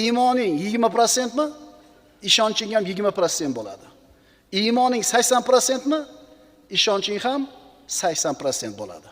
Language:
Uzbek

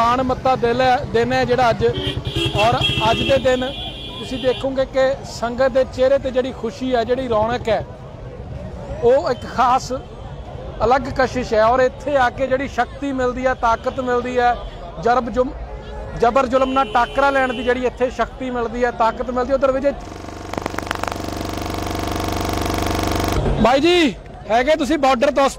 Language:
Punjabi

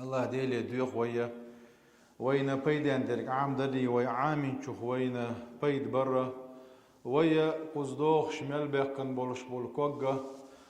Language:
Chechen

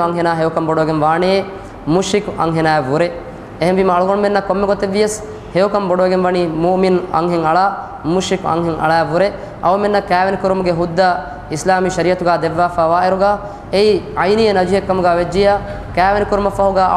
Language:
Divehi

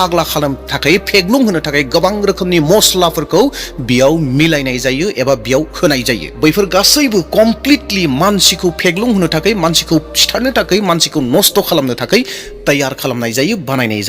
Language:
Bodo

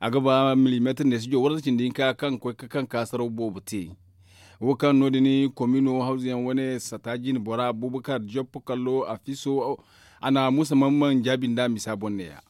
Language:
Zarma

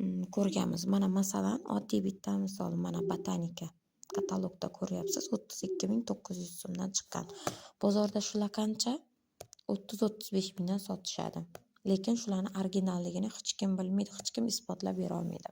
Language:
Uzbek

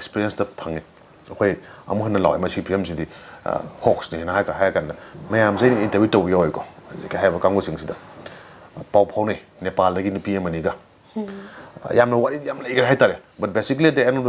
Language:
Manipuri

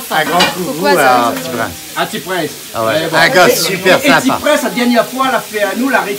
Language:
Réunion Creole French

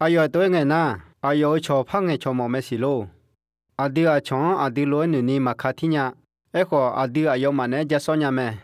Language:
Akha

